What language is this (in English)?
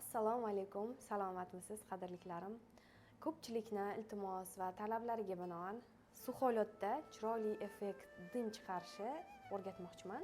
Uzbek